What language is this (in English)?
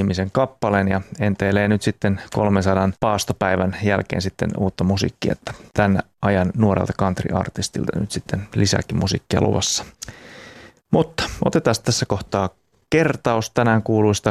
Finnish